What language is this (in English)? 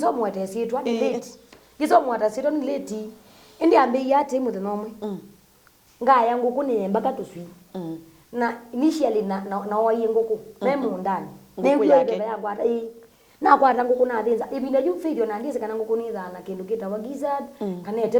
Kamba